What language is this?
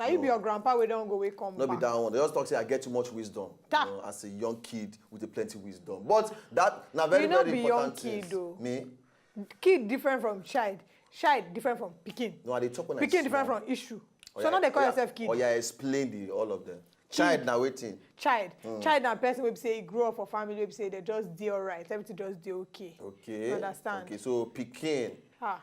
Nigerian Pidgin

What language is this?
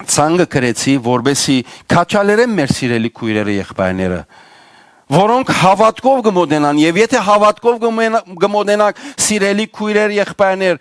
Western Armenian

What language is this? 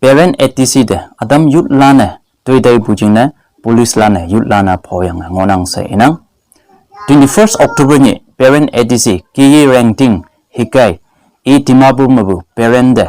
Konyak Naga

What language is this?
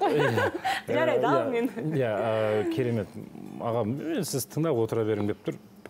Kazakh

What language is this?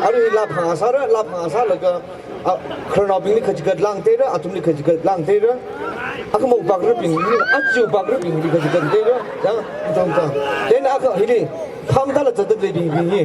Tangkhul Naga (India)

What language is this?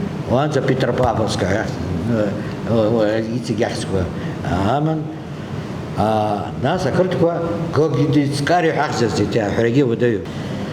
Abkhazian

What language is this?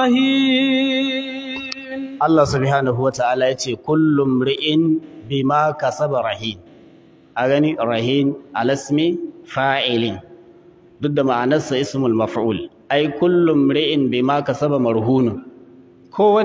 Hausa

